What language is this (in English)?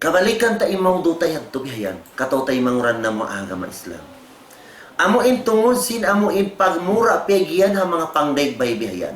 Tausug